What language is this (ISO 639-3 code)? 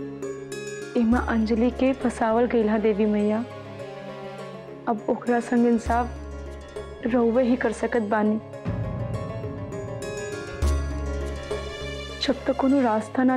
bho